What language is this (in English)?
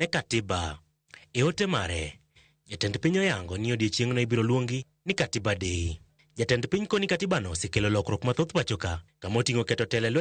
Luo (Kenya and Tanzania)